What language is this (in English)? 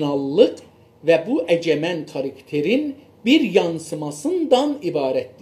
South Azerbaijani